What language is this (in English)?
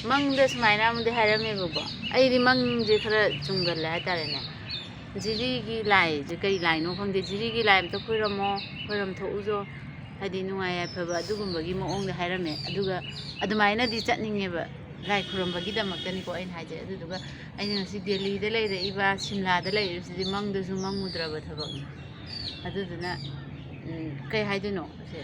Manipuri